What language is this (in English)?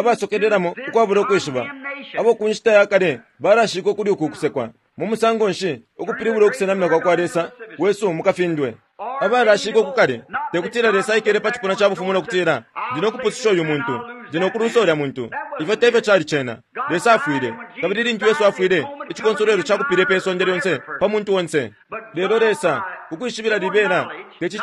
Bemba